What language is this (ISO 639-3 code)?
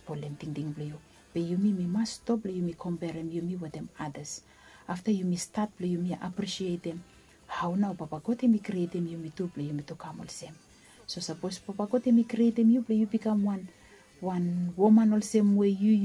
bis